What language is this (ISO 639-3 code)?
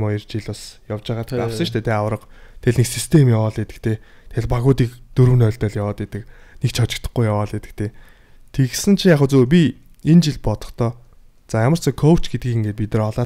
mon